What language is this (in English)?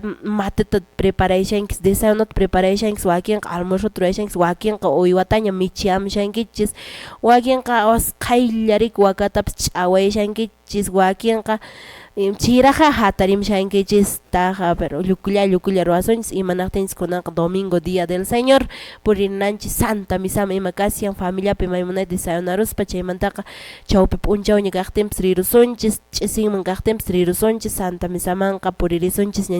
Quechua